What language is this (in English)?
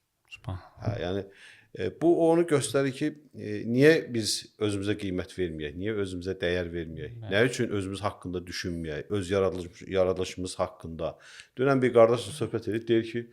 Azerbaijani